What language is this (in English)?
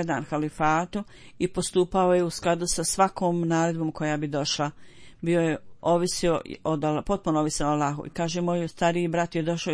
Bosnian